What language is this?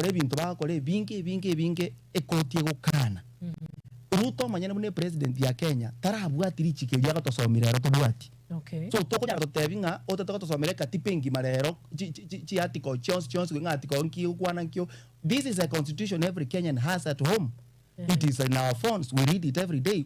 Gusii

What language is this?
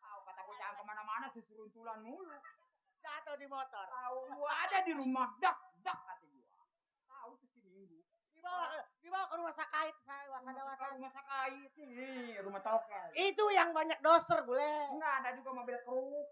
Betawi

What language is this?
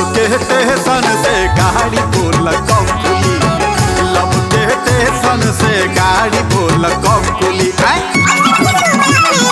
Bhojpuri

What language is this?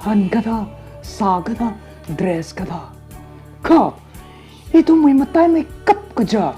Tangkhul Naga (India)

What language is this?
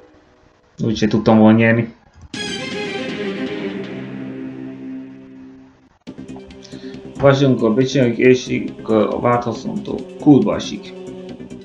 Hungarian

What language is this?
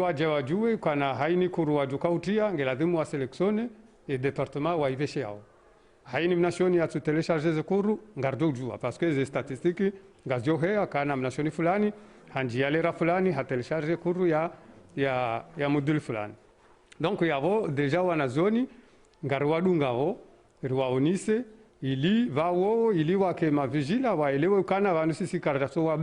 Ngazidja Comorian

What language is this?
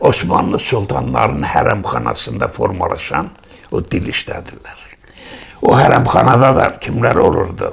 South Azerbaijani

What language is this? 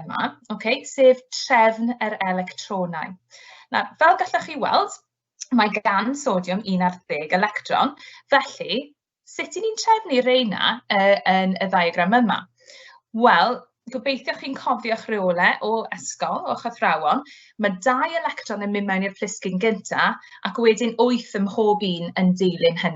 Welsh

